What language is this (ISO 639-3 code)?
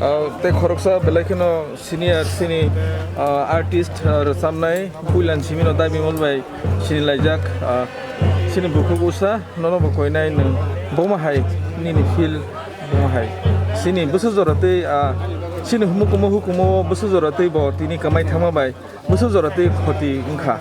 trp